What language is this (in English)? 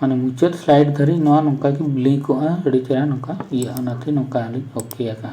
Santali